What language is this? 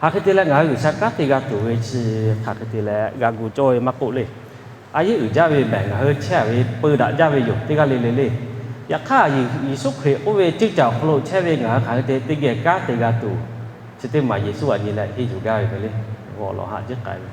Lahu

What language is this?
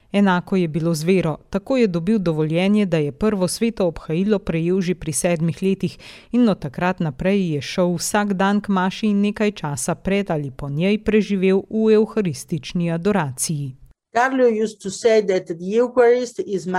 Slovenian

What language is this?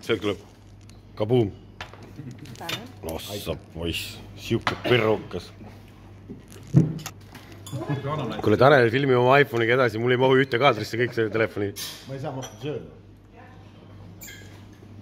Estonian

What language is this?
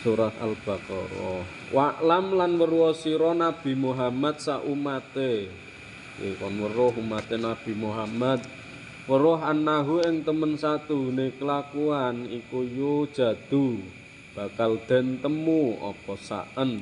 Javanese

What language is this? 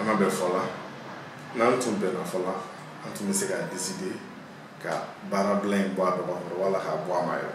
Bambara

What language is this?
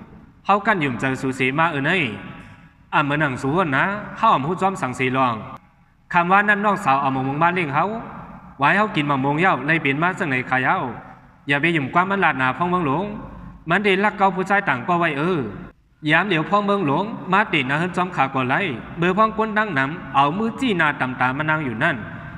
Shan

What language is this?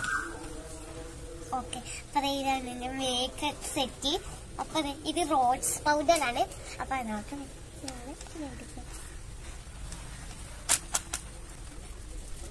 Malayalam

